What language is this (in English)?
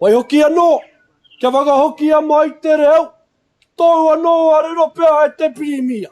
Māori